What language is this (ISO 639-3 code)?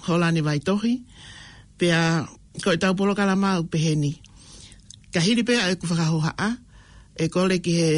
ton